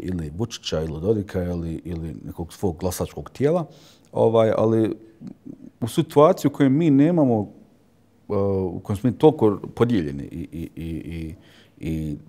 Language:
Bosnian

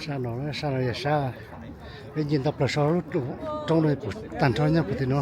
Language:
Hmong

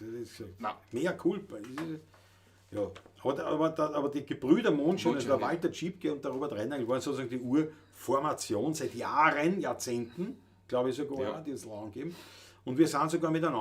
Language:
Bavarian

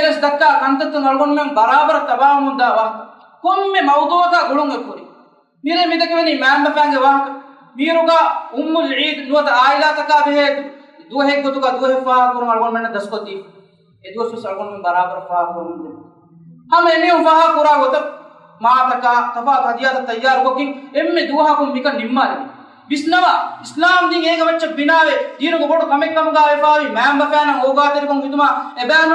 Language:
Divehi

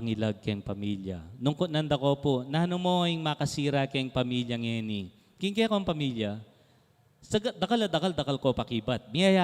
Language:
Pampanga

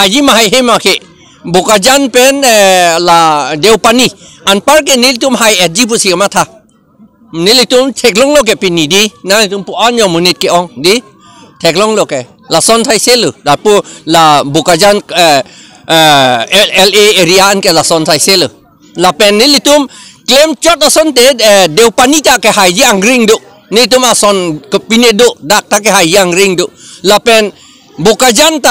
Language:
Karbi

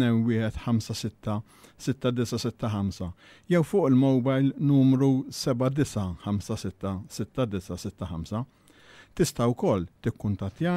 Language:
Maltese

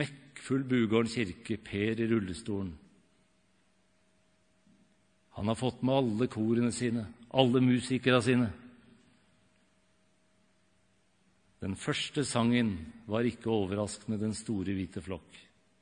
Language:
Norwegian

